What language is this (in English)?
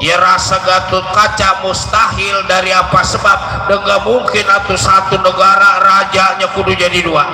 Betawi